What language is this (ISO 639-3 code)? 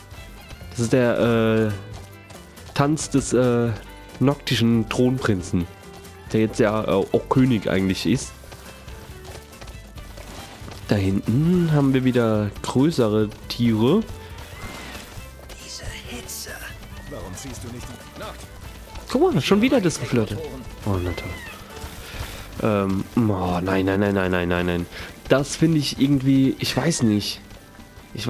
deu